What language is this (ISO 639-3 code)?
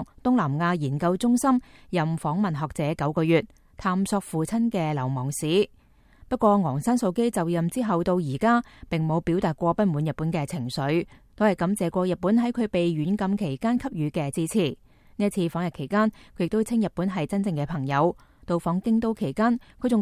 yue